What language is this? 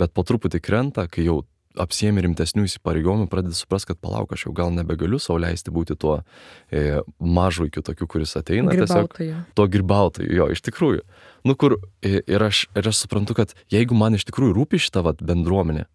Lithuanian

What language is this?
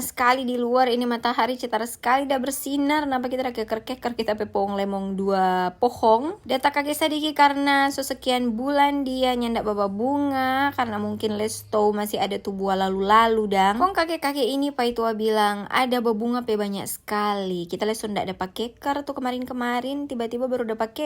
Manado Malay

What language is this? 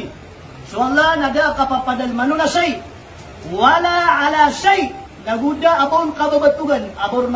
Maranao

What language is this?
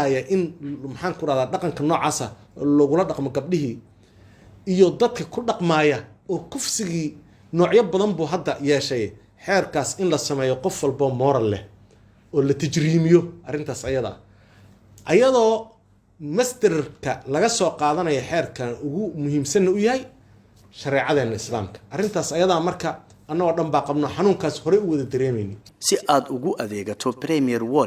Somali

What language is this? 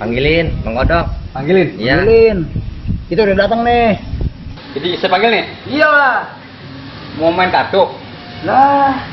Betawi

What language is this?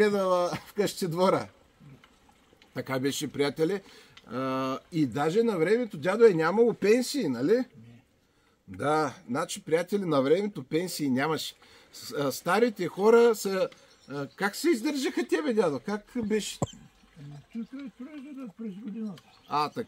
Bulgarian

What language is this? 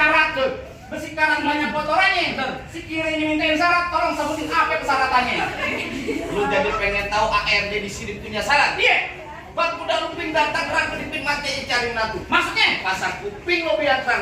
Betawi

